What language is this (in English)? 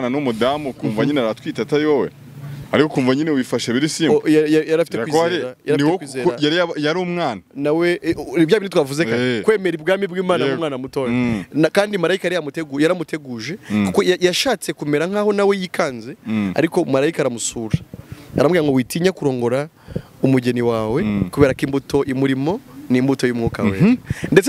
Kinyarwanda